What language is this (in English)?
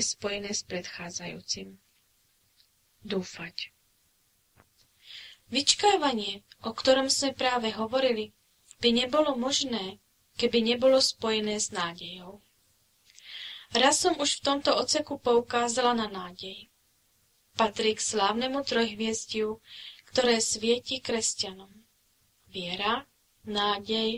Slovak